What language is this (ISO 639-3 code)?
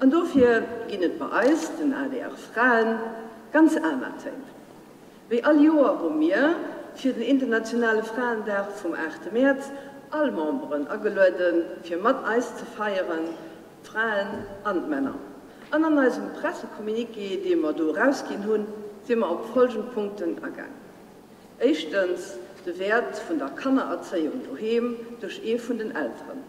ltz